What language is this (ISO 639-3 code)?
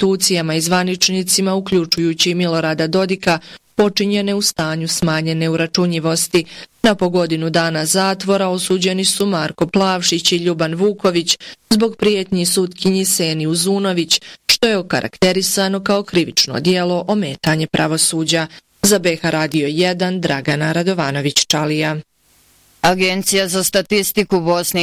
bos